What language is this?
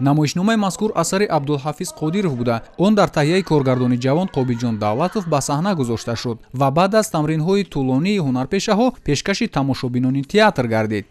Tajik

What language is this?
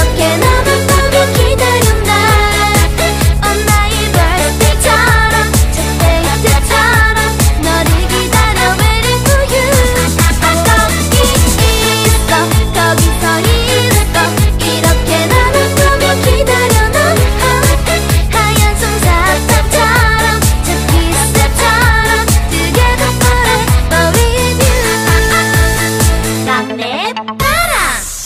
Korean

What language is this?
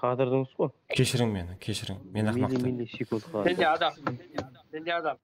Kara-Kalpak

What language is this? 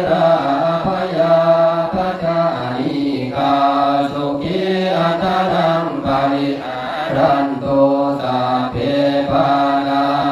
Pali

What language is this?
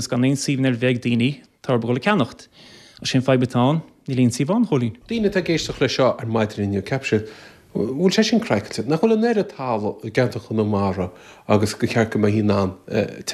Irish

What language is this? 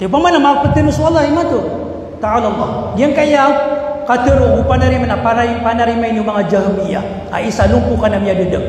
Maranao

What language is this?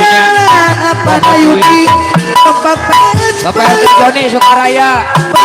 Betawi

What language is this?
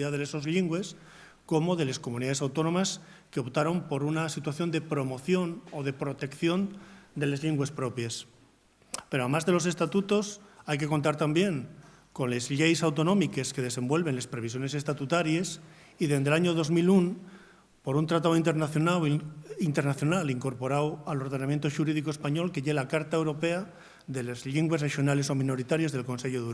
Asturian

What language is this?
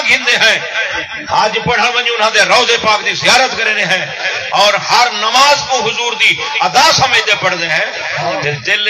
Saraiki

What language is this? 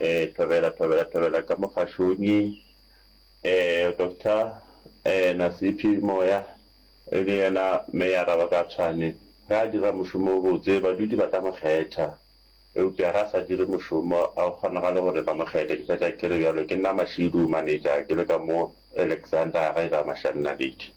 Northern Sotho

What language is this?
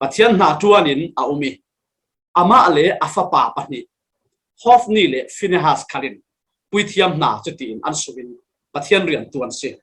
Falam Chin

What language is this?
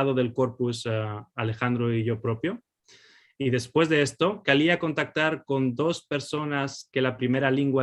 Ladino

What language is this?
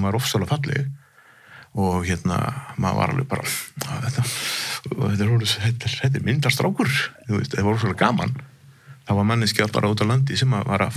Icelandic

